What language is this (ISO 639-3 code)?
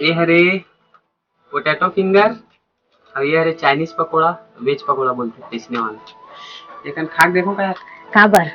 hne